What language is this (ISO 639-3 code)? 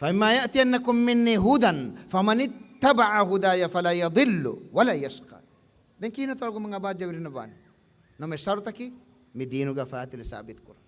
div